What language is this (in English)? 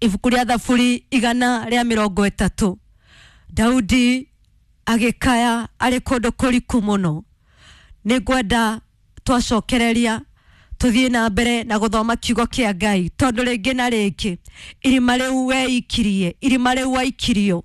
Kikuyu